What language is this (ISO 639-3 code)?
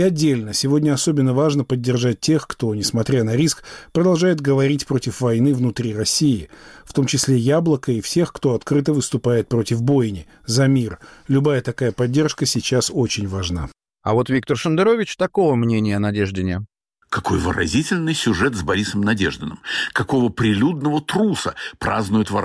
rus